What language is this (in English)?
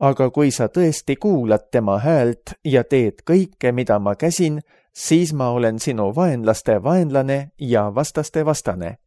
Estonian